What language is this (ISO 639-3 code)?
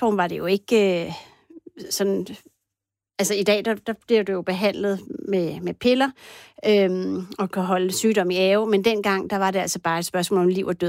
dan